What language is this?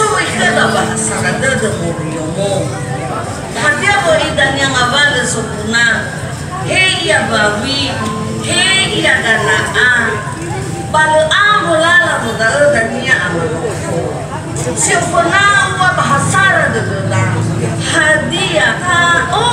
Nias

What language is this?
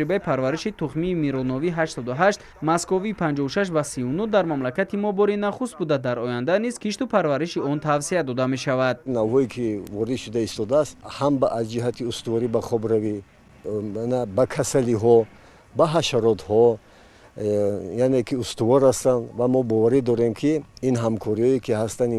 Tajik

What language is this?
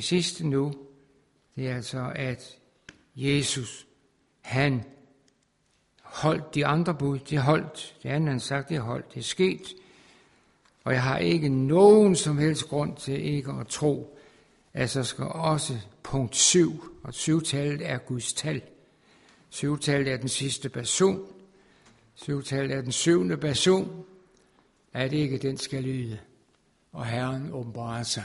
Danish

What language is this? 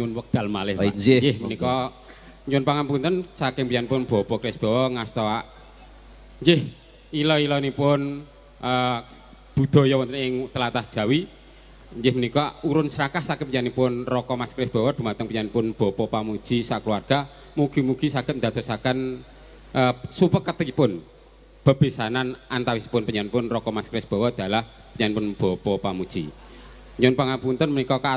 Javanese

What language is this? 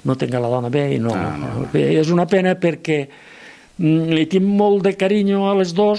Catalan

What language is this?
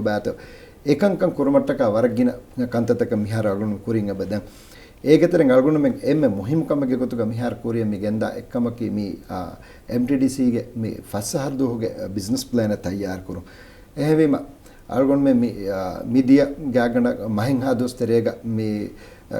Divehi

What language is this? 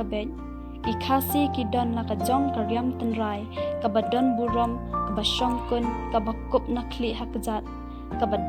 Khasi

